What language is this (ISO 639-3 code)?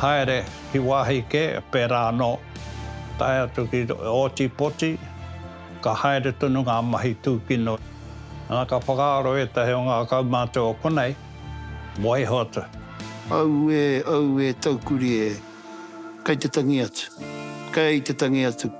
mri